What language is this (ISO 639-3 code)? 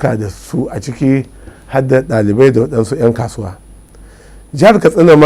hau